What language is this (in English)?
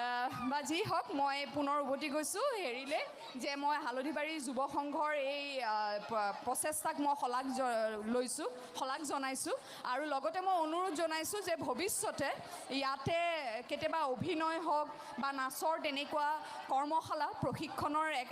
Assamese